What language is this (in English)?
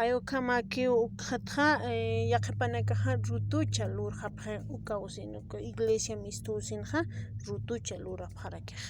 Aymara